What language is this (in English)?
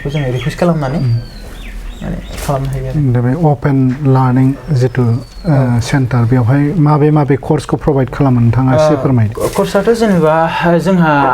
Bodo